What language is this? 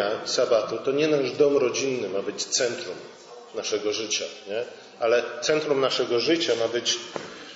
Polish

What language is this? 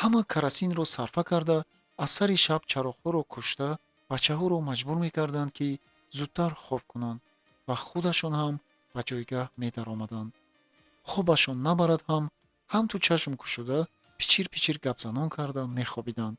Tajik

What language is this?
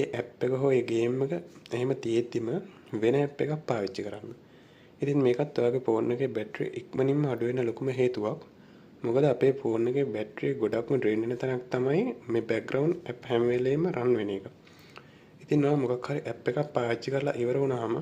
Sinhala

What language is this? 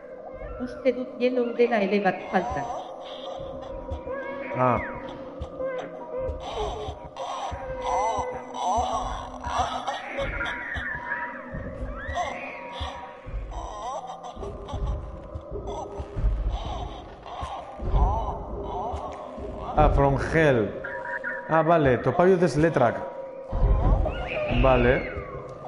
Basque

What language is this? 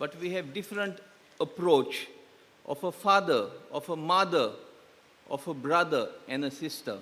Konkani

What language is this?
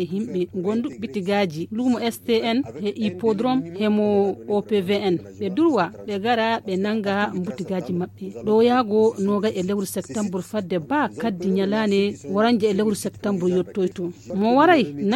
Fula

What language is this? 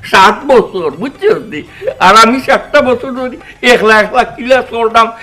Sylheti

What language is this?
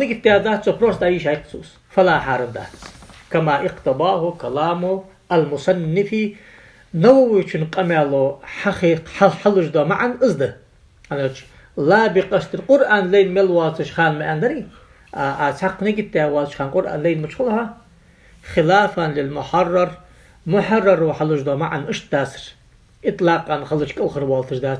Ingush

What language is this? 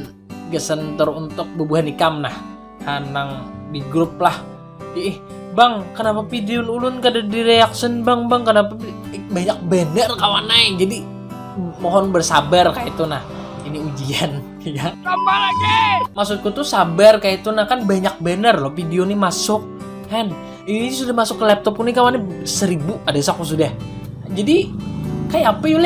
Banjar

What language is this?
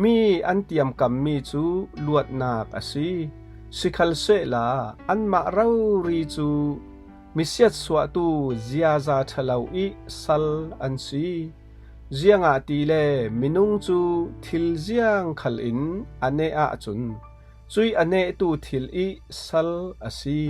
Falam Chin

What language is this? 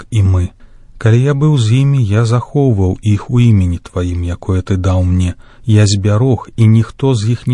Belarusian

